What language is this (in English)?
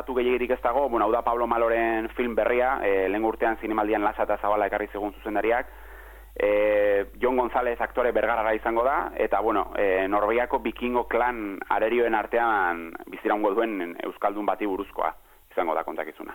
Basque